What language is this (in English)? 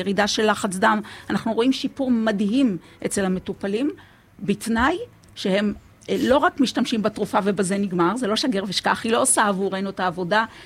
Hebrew